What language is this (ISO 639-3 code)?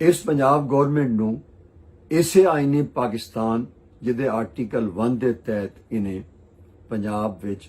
lah